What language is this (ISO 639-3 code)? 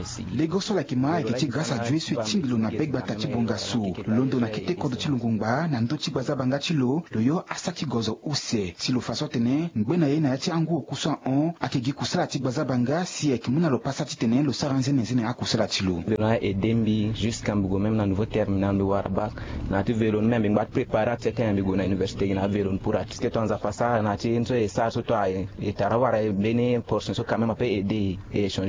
sag